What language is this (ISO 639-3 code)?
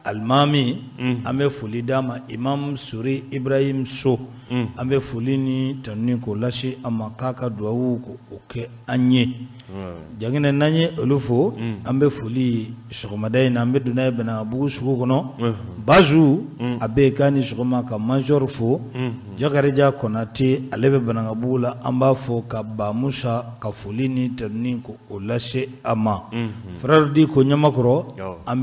bam